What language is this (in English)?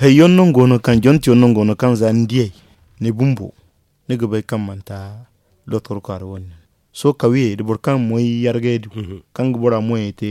Zarma